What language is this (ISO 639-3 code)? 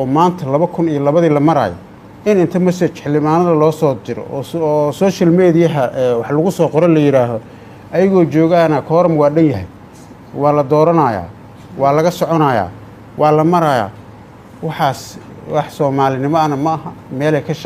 som